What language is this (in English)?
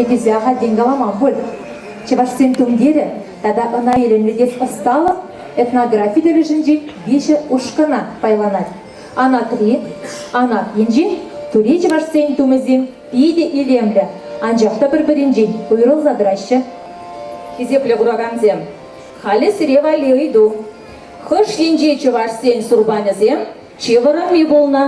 Chuvash